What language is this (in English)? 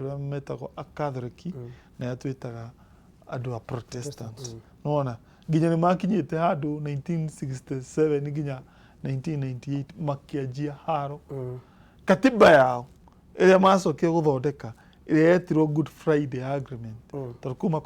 Kikuyu